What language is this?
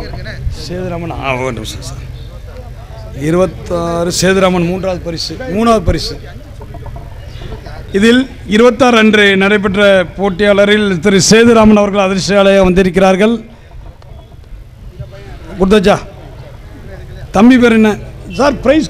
Tamil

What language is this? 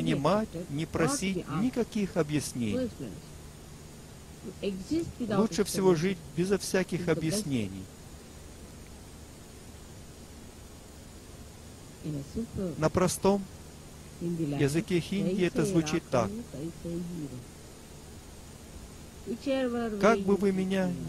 Russian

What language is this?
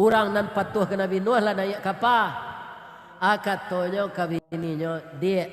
Minangkabau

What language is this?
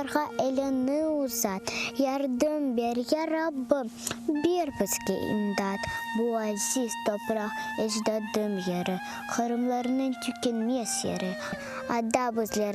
Crimean Tatar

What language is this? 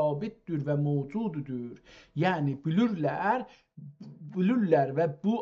South Azerbaijani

